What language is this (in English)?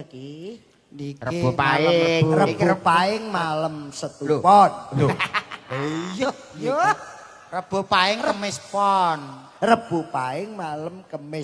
Javanese